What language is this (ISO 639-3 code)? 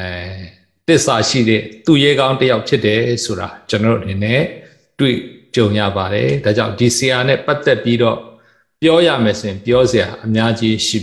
mya